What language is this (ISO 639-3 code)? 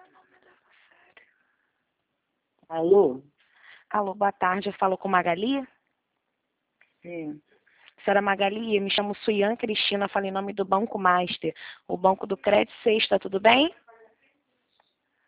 por